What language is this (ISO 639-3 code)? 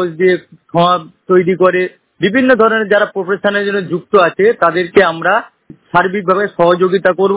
ben